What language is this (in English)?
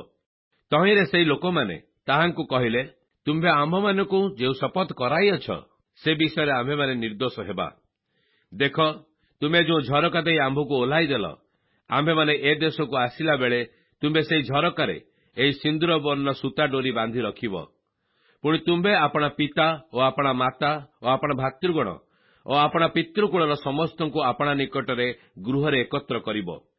Odia